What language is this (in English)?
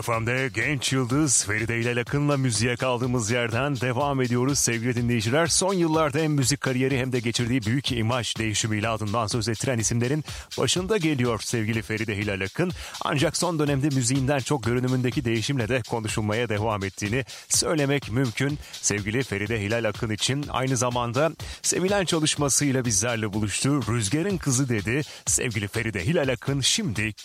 Turkish